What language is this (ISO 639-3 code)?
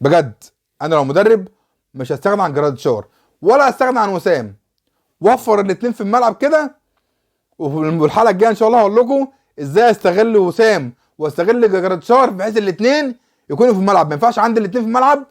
arz